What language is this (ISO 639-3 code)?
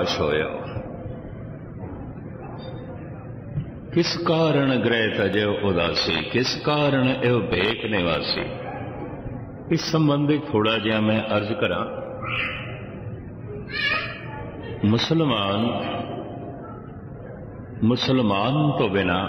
pan